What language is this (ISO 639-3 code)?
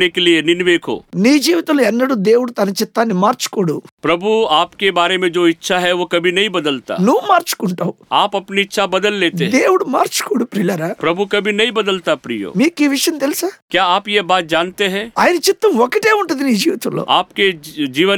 tel